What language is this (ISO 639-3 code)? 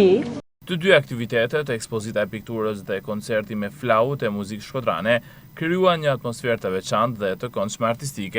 sqi